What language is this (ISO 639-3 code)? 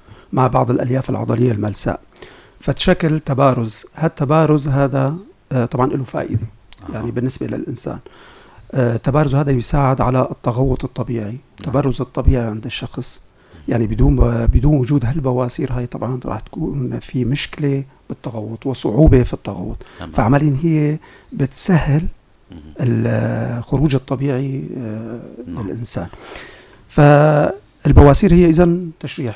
apc